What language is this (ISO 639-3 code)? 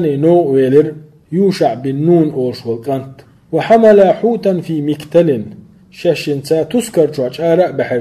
che